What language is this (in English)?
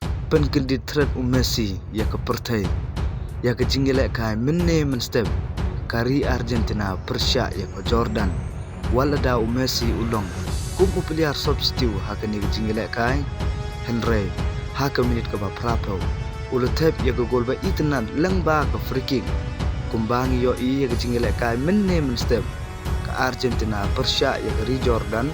Khasi